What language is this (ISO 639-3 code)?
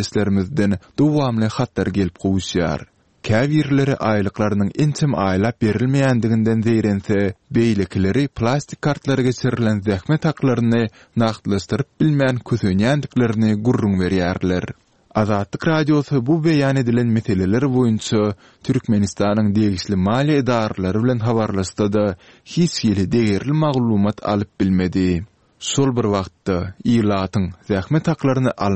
tuk